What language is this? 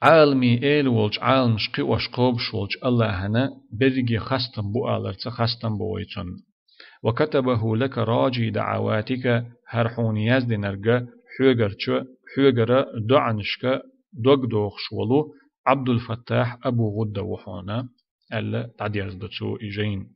Chechen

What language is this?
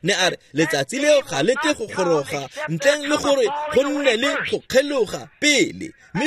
Tswana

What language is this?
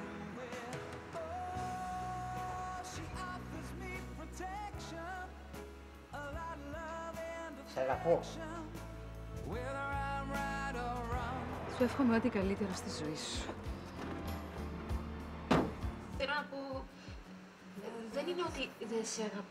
Greek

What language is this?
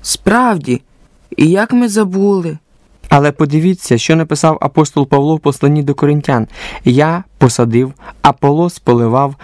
Ukrainian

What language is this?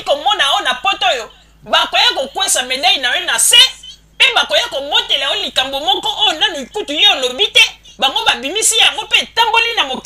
Lingala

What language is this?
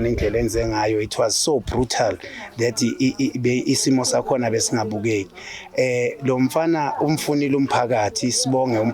Zulu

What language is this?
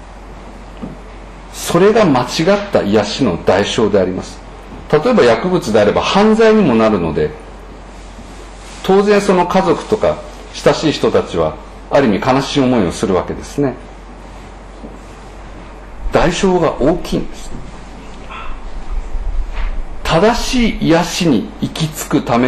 Japanese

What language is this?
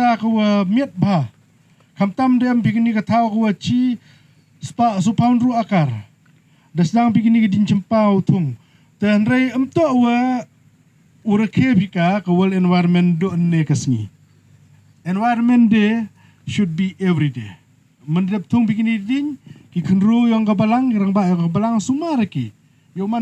Pnar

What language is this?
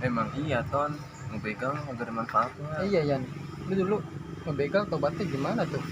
Betawi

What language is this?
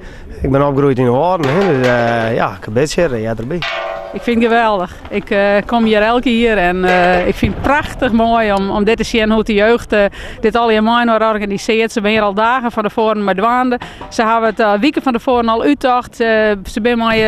Western Frisian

